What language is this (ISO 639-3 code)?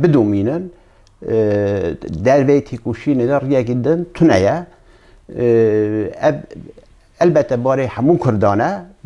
kur